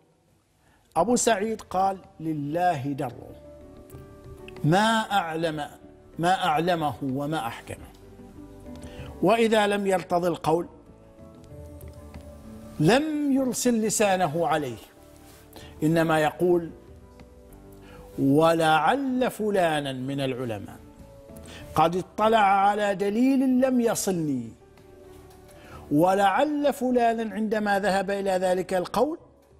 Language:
Arabic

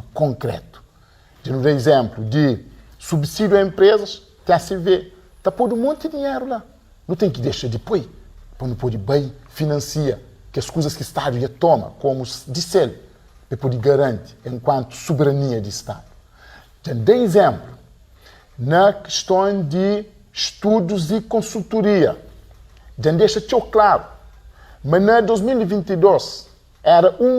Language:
Kabuverdianu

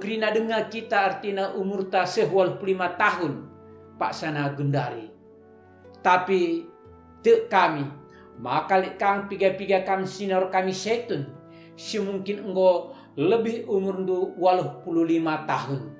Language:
Batak Karo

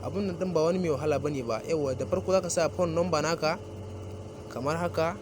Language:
Hausa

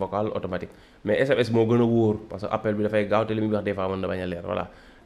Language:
Wolof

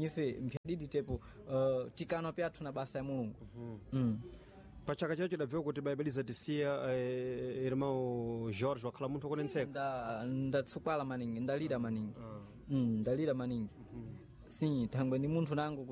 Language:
Sena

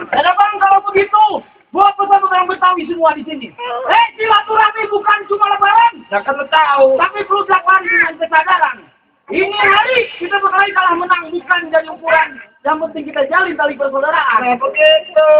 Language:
Betawi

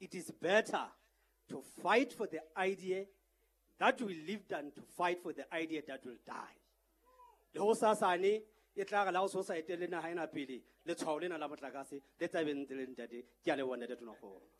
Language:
Southern Sotho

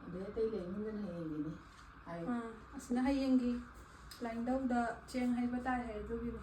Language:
Manipuri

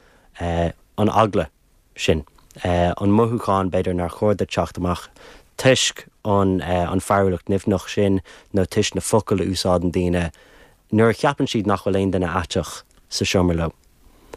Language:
Irish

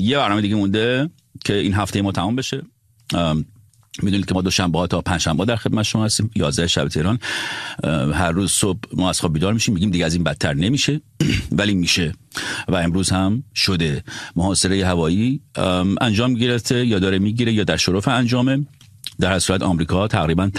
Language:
Persian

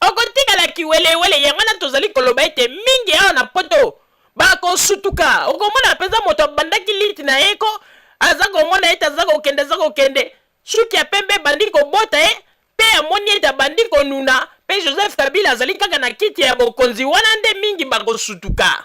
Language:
Lingala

